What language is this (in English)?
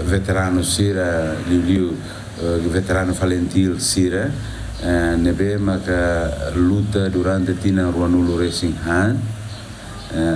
Tetum